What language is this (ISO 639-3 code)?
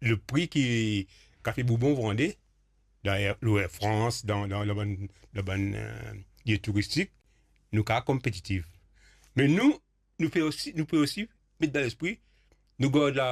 mfe